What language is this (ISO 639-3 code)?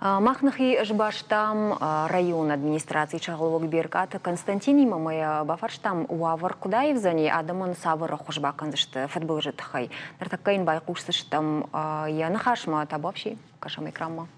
oss